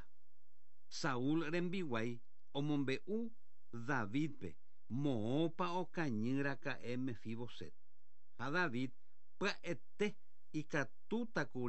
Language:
Guarani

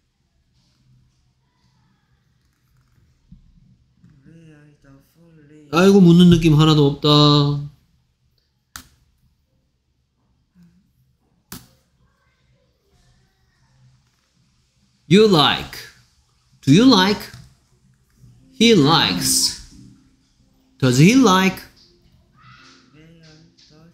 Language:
Korean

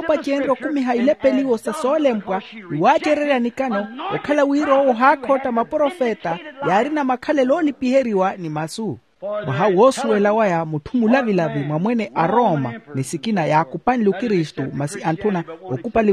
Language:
Makhuwa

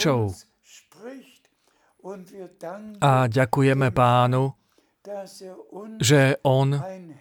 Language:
Slovak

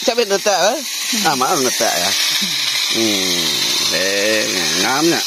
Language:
Iban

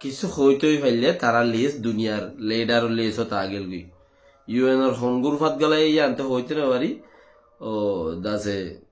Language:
Rohingya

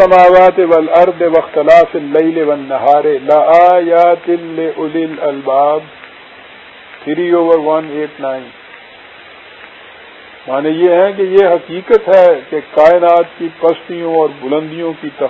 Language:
Urdu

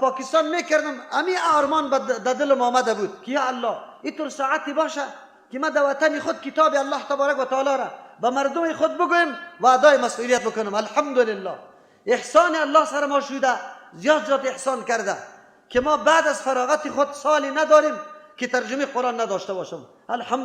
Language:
Persian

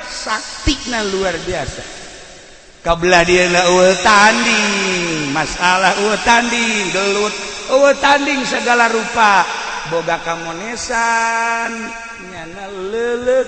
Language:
Sundanese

